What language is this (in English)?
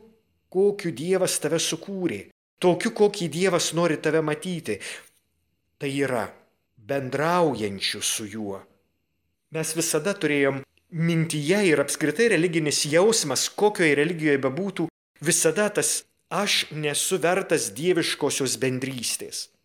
Lithuanian